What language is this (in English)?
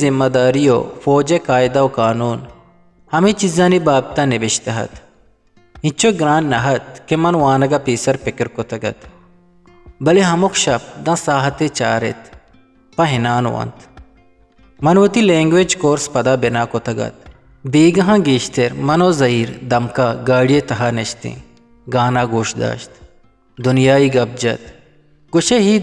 Eastern Balochi